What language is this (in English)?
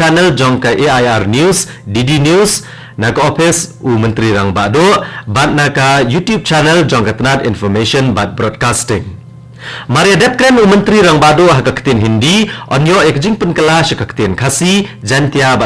Khasi